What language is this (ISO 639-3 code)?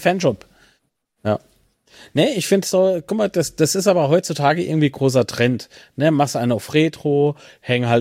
deu